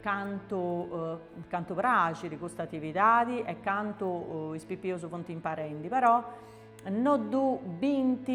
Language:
Sardinian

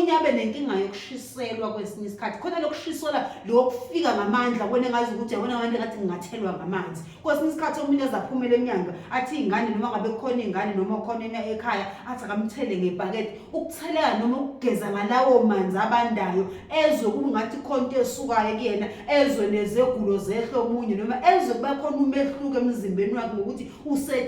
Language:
Zulu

